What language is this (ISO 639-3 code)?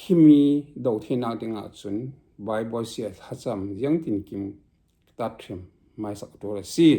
cfm